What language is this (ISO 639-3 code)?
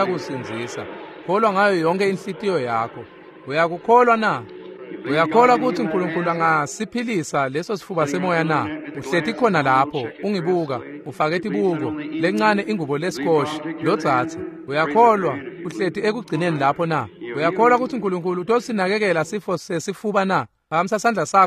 ssw